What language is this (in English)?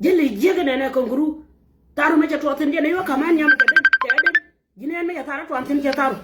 Nuer